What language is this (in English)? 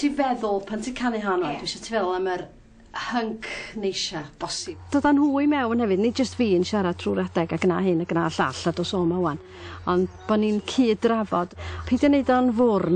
Welsh